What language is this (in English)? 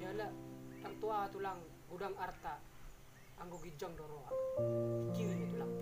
Batak Toba